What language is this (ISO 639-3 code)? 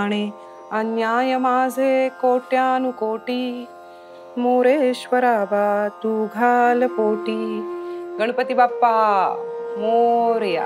mar